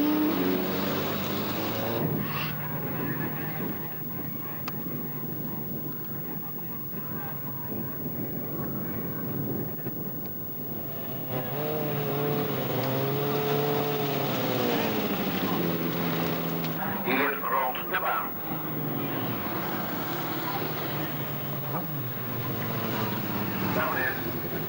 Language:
Dutch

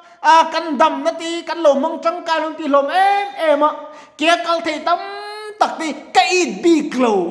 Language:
Mizo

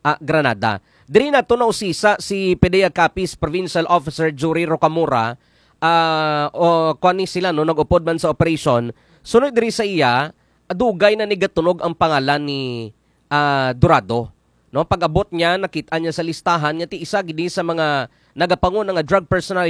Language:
Hiligaynon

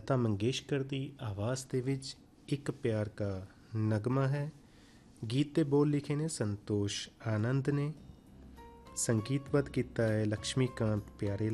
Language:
Punjabi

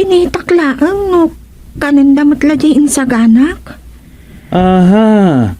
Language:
Iloko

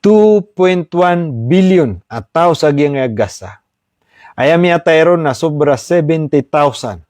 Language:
Maranao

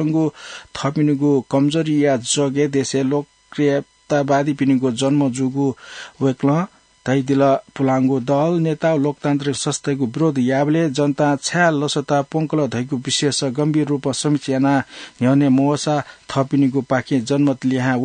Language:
Newari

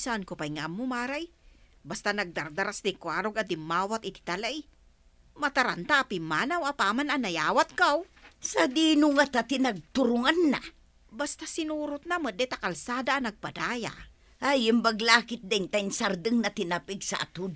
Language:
Iloko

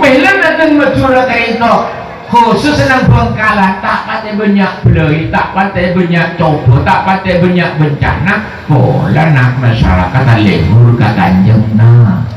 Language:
Madurese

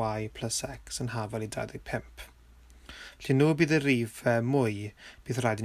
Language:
Welsh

